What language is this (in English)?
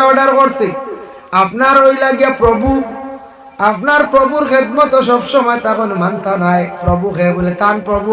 Sylheti